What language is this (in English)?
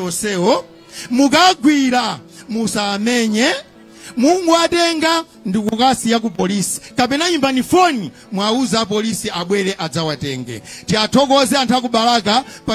Nyanja